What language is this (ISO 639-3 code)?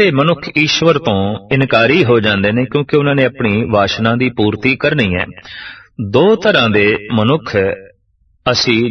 pan